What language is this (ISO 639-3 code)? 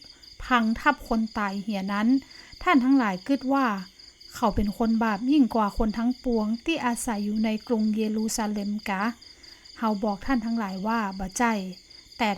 nod